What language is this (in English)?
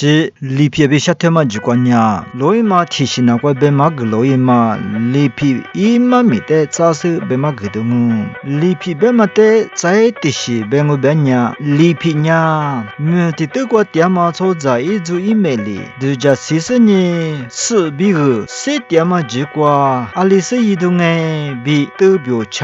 Lisu